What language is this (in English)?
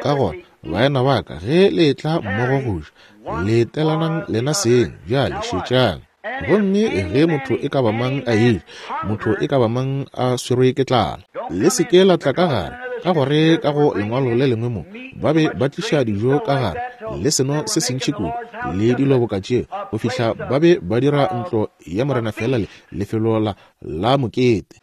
Northern Sotho